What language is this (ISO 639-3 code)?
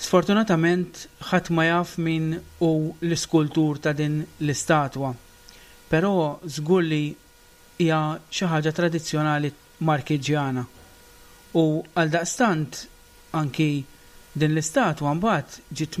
mlt